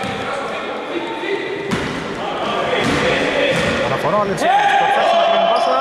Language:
Greek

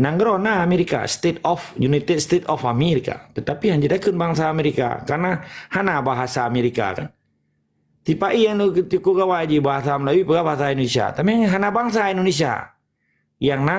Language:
Achinese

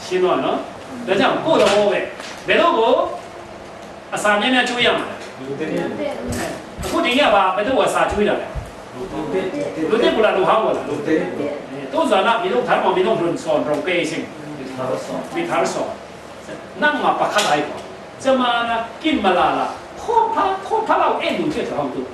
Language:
Falam Chin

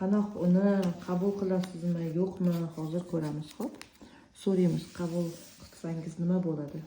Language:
Uzbek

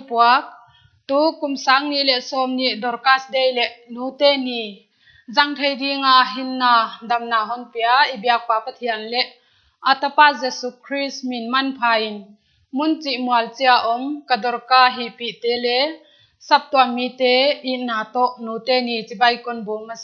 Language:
Paite Chin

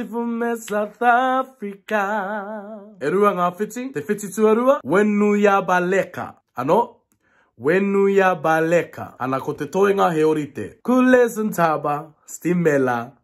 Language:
Māori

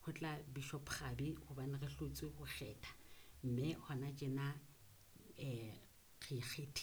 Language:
Southern Sotho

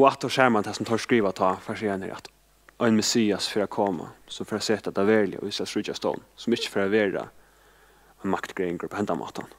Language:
Faroese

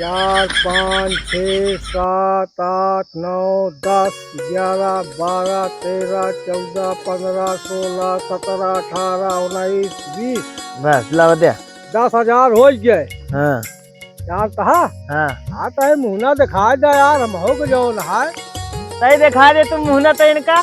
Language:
Awadhi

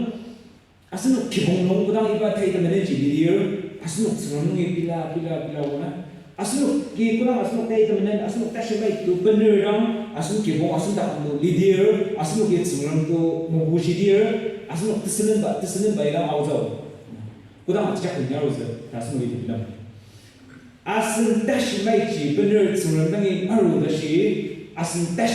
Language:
Ao Naga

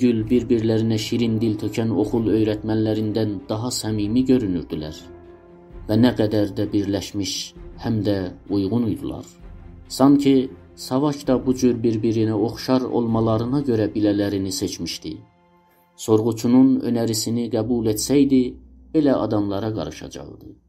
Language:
South Azerbaijani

